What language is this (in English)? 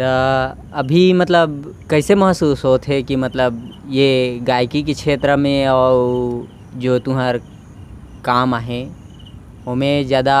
Chhattisgarhi